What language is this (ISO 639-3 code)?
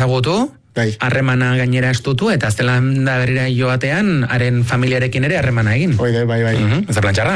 eus